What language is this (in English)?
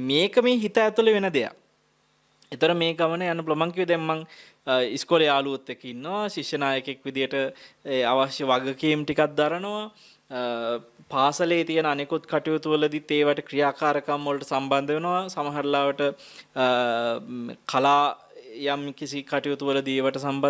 Sinhala